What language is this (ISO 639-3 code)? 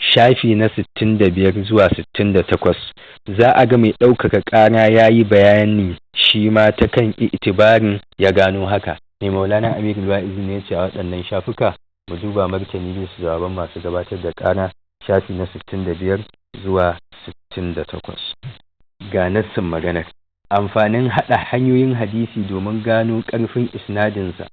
hau